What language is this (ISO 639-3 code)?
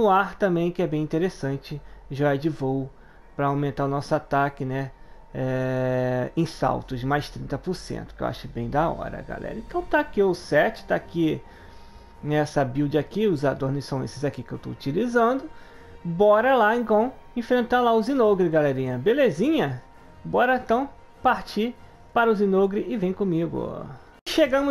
por